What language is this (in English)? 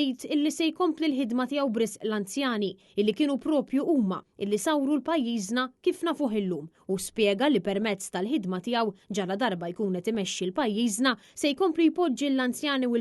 Maltese